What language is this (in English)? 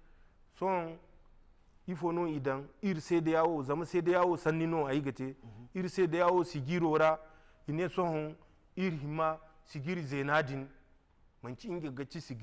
Zarma